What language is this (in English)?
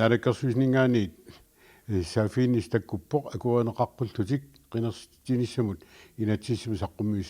Kalaallisut